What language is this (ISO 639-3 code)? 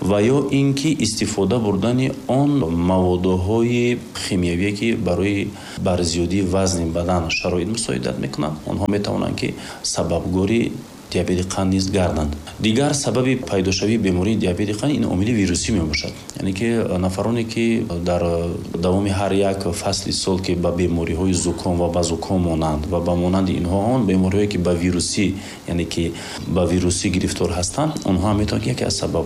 tgk